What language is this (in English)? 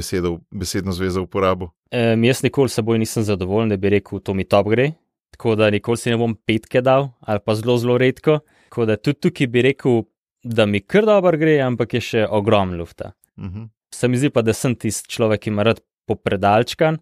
Slovenian